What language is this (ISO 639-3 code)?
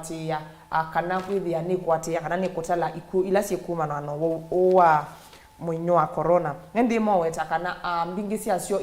kam